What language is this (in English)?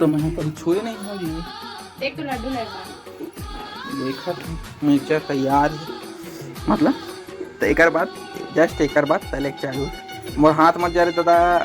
Chhattisgarhi